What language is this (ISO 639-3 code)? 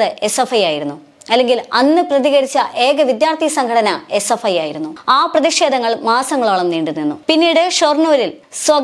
mal